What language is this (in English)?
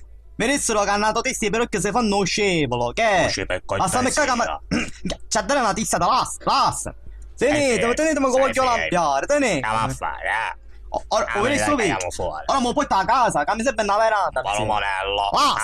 Sicilian